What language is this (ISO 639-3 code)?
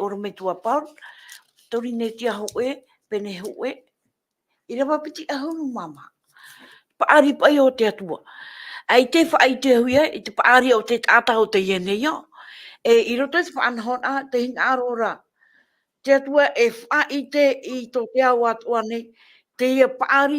tah